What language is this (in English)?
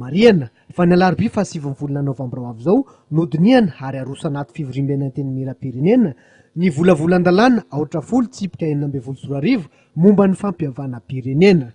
Malagasy